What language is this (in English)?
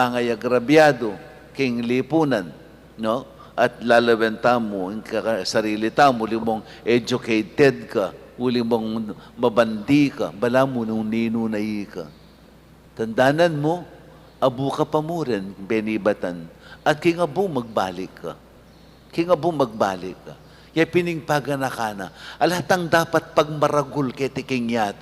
Pampanga